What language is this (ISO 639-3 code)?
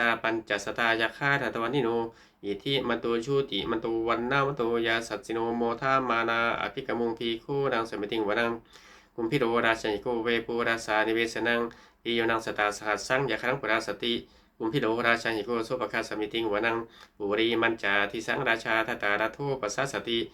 pli